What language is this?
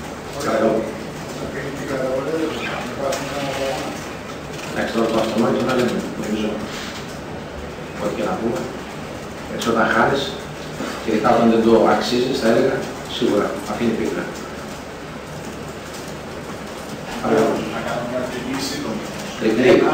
Greek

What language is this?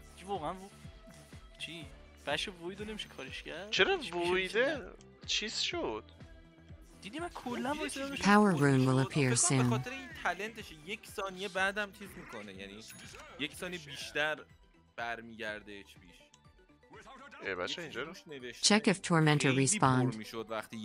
Persian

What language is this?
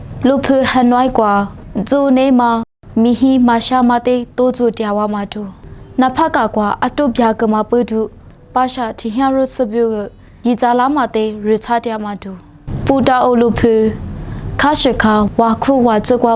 Lisu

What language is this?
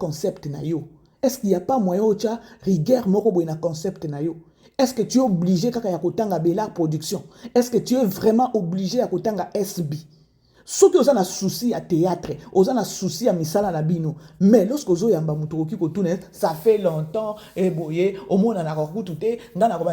Lingala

